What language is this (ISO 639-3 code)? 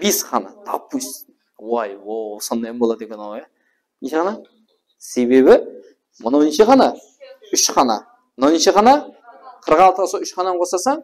kaa